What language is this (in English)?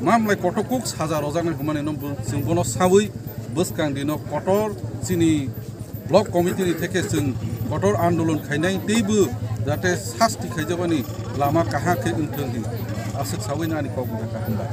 Kok Borok